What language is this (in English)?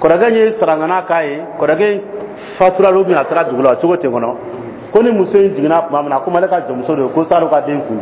Dyula